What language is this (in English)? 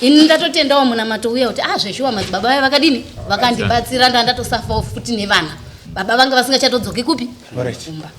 Shona